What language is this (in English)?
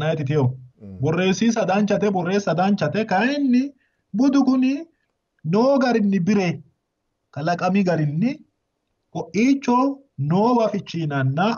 Sidamo